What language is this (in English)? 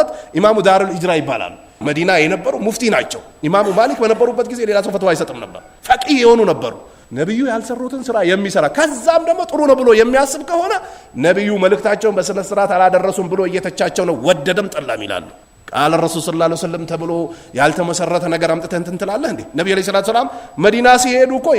Amharic